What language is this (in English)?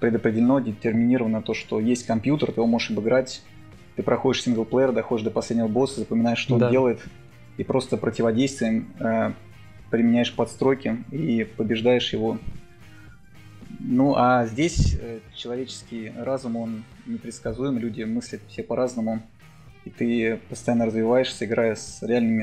Russian